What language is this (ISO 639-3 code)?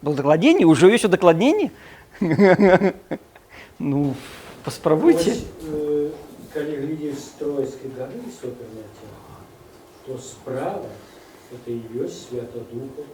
bel